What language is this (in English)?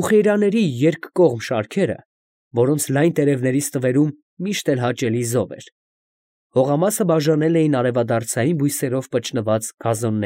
Armenian